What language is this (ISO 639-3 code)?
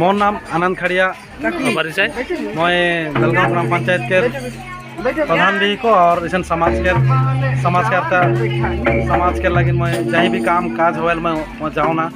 sck